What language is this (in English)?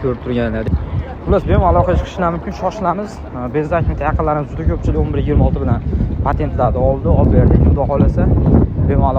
Uzbek